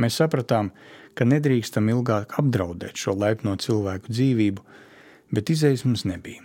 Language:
Latvian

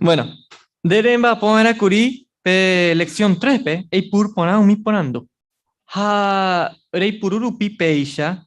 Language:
Guarani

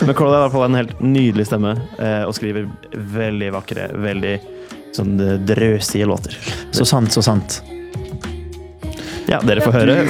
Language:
Norwegian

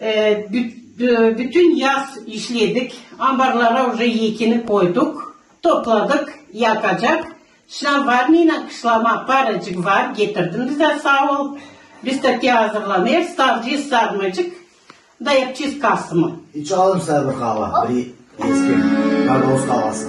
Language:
Gagauz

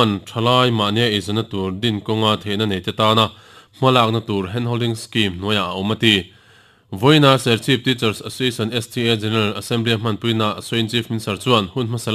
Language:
Mizo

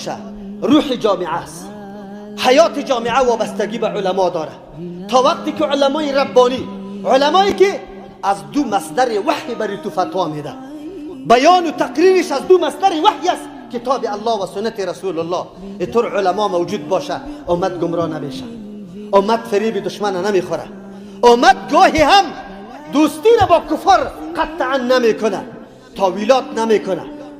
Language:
Persian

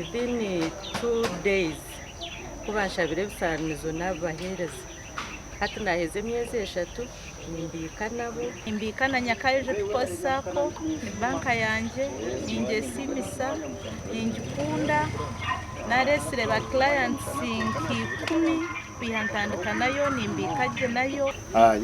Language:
Nyankole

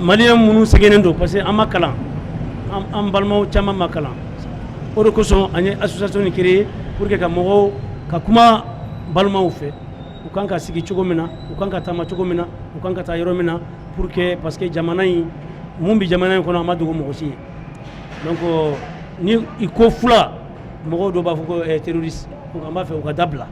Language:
Bambara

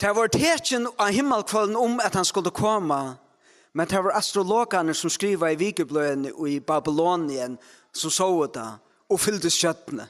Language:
Faroese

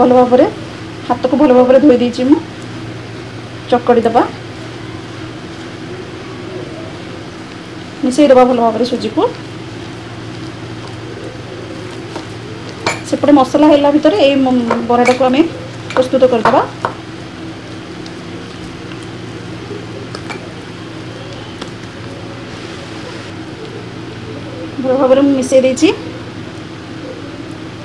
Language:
Odia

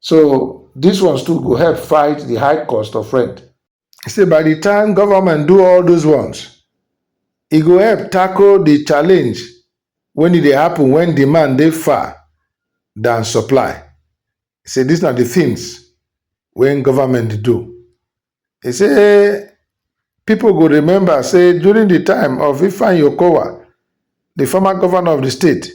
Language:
Nigerian Pidgin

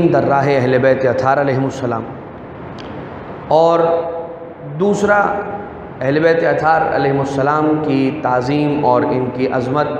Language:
Urdu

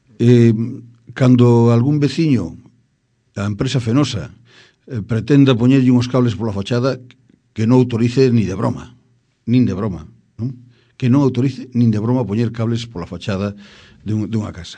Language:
Galician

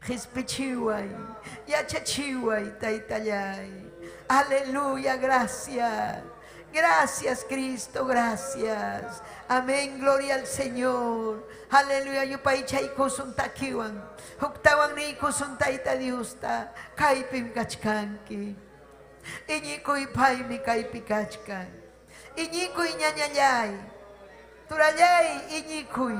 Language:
Ayacucho Quechua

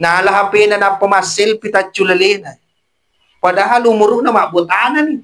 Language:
Buginese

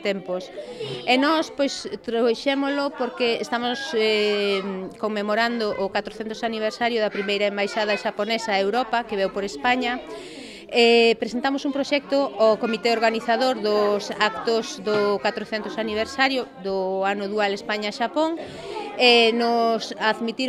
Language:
Galician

